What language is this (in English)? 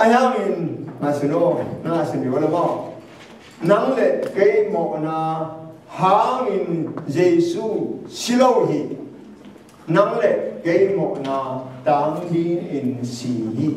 Tedim Chin